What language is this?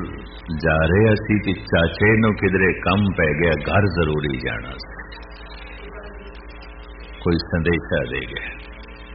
Punjabi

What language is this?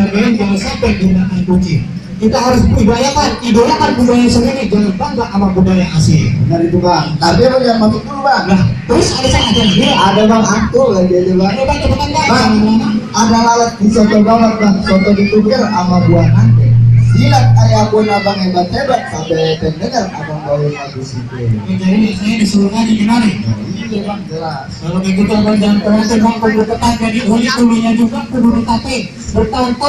Betawi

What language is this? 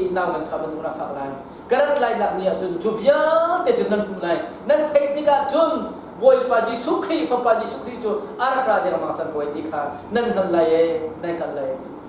Hakha Chin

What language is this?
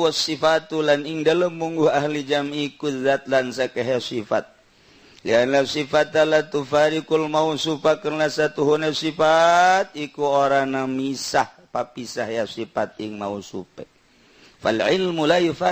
Sundanese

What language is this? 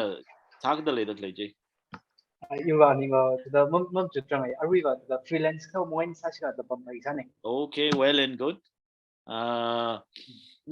Tangkhul Naga (India)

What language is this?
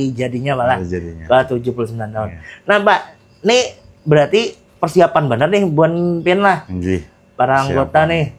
Banjar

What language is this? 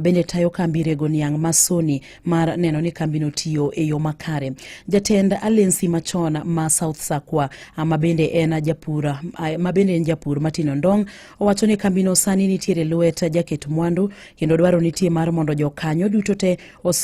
Luo (Kenya and Tanzania)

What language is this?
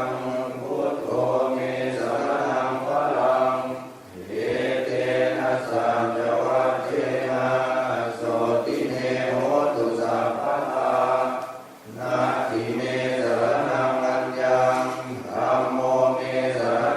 Pali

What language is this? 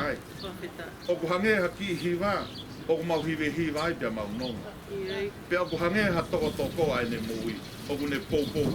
Tongan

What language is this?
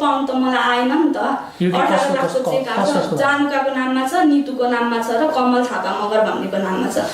Nepali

